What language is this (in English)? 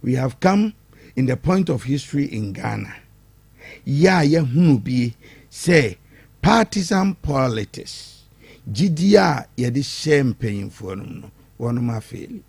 Akan